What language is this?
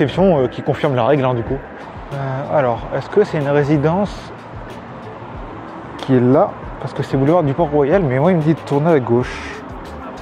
French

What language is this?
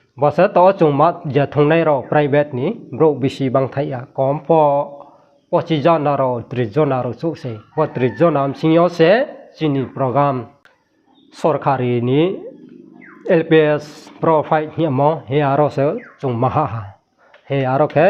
Riang (India)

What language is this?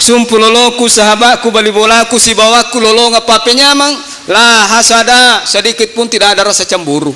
Buginese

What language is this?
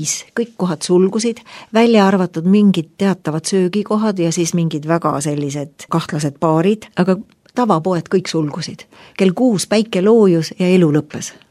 Estonian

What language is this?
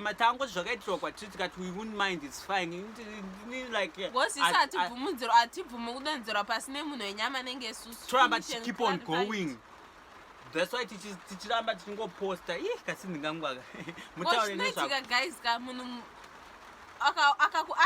Shona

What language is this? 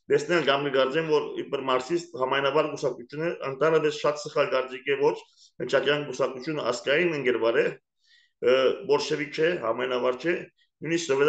Armenian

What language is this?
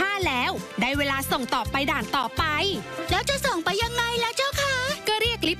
Thai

